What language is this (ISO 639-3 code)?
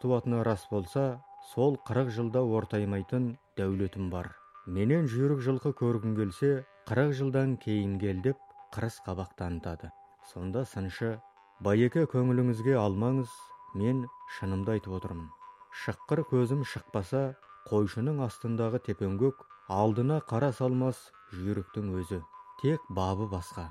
kaz